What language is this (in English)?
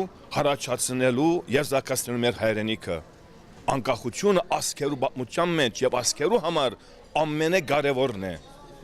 Western Armenian